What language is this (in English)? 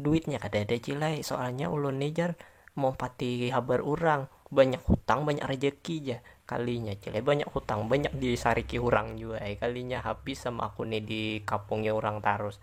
Banjar